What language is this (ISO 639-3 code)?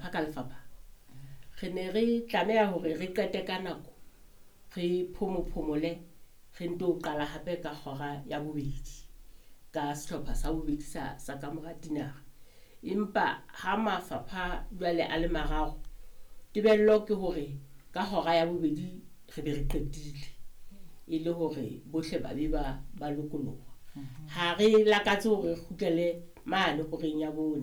sot